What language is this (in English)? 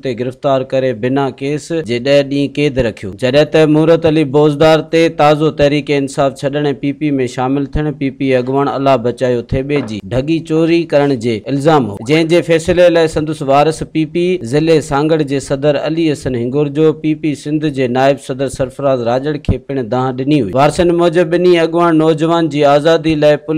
Sindhi